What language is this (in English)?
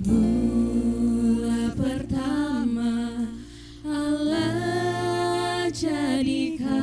Batak Simalungun